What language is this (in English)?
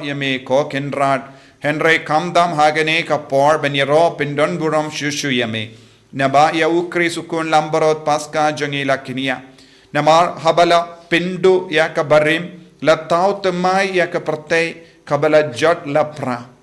Khasi